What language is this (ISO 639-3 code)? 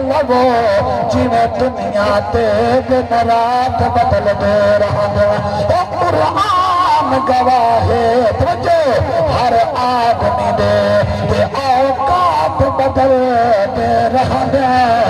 skr